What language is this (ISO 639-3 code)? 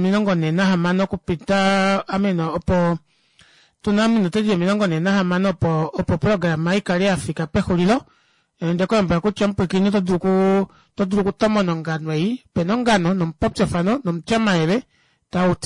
kua